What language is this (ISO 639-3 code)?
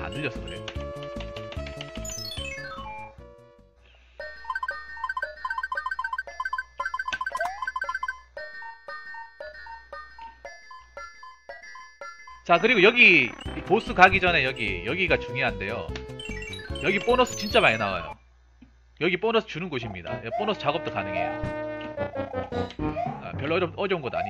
kor